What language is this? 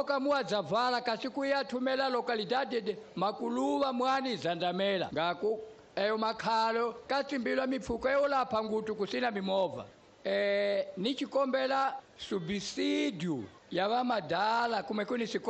Tsonga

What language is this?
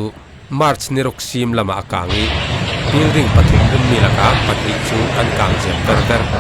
Falam Chin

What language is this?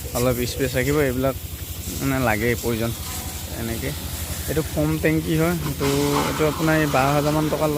Assamese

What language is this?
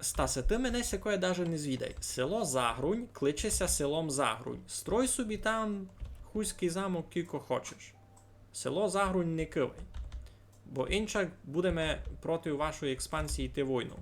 Rusyn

